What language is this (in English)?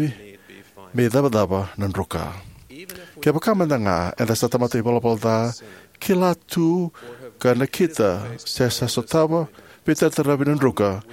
Fijian